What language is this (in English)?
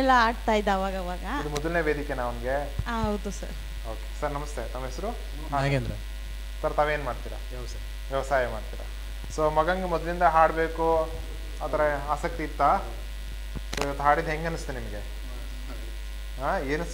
Kannada